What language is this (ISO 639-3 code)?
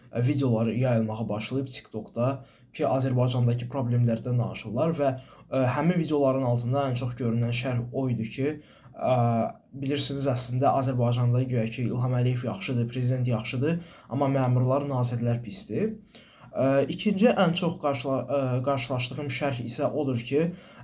aze